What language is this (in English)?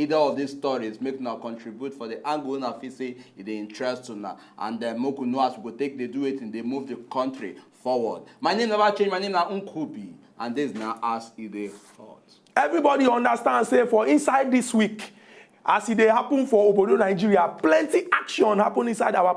Nigerian Pidgin